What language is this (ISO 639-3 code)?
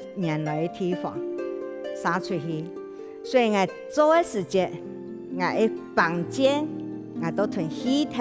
hak